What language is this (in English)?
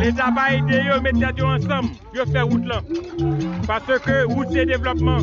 Haitian Creole